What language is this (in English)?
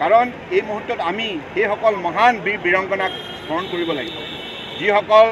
Assamese